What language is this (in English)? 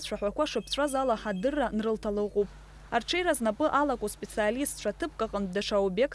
Abkhazian